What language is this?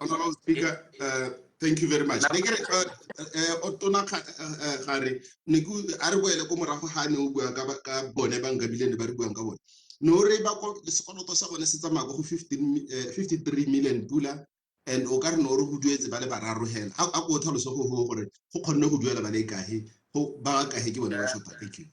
Tswana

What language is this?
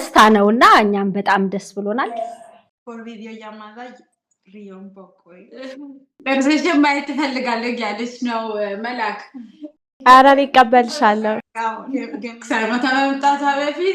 Amharic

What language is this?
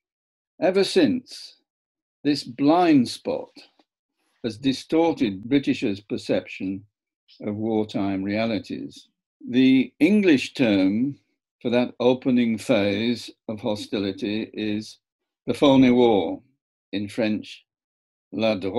English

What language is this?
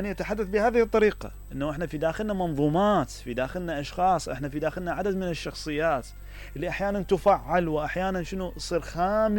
Mesopotamian Arabic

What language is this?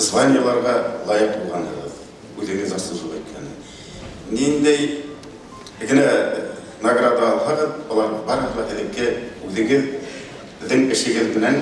Bashkir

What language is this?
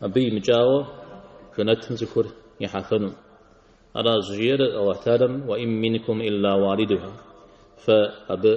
Kabardian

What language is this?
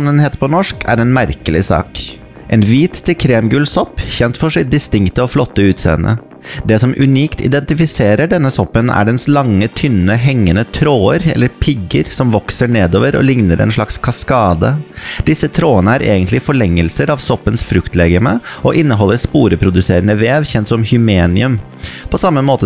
Norwegian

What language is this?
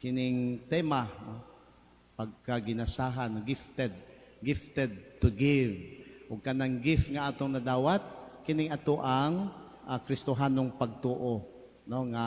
Cebuano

